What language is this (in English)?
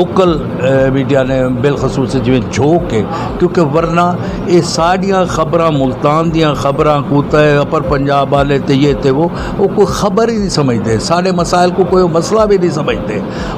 Saraiki